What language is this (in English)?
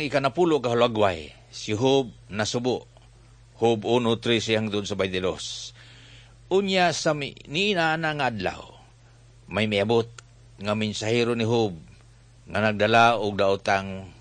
Cebuano